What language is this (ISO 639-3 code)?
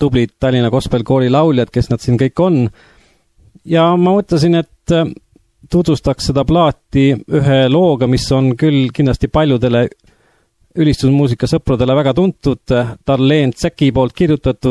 est